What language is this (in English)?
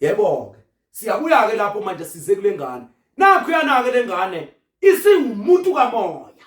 Zulu